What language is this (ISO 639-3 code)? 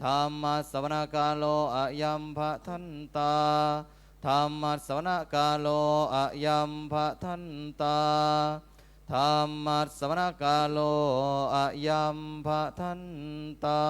pli